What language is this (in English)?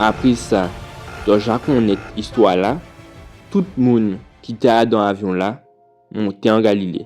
Guadeloupean Creole French